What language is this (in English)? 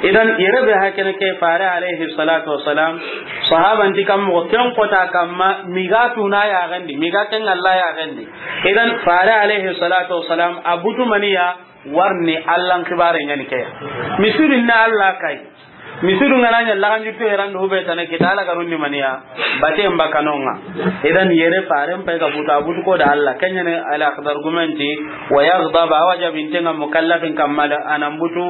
Soninke